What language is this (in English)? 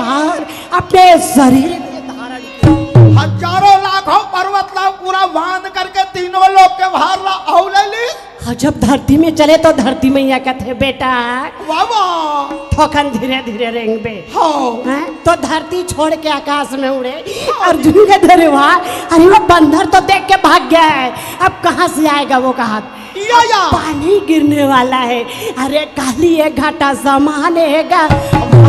Chhattisgarhi